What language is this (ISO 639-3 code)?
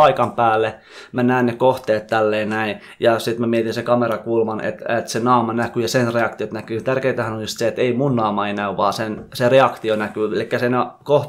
fin